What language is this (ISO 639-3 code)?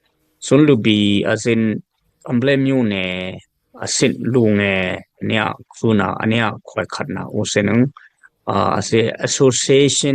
dis